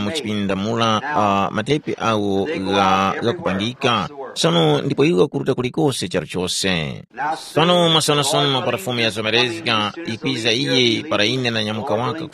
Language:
Tumbuka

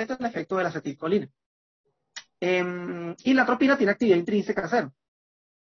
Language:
Spanish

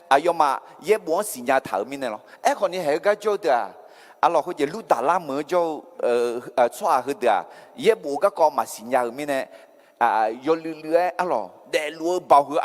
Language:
Akha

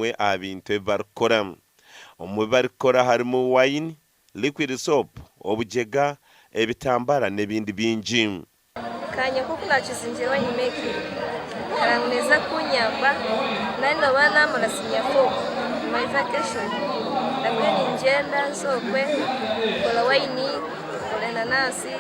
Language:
Nyankole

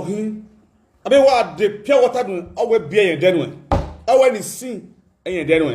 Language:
Nigerian Pidgin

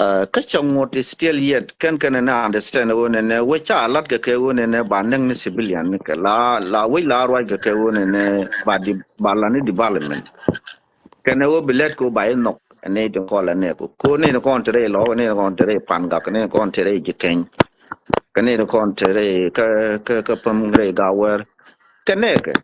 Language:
Nuer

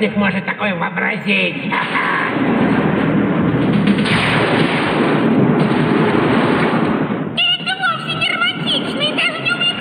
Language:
Russian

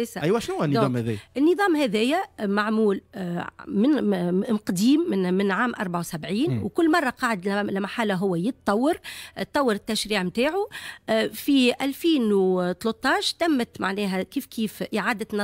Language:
Tunisian Arabic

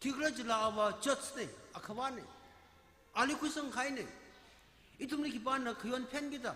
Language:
Tangkhul Naga (India)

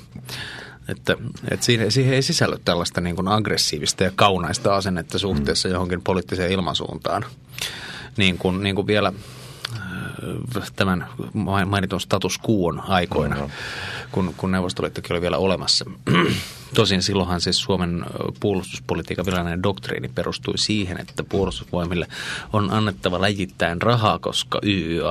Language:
Finnish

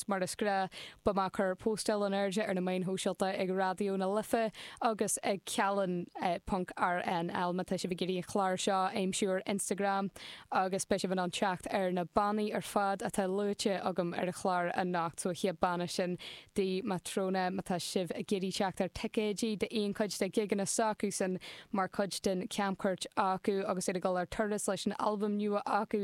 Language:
Irish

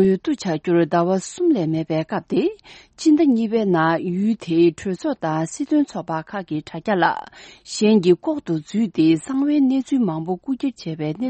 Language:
Tibetan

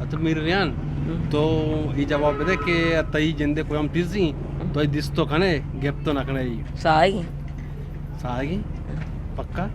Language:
Eastern Balochi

